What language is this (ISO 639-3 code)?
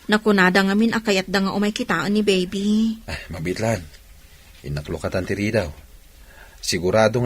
ilo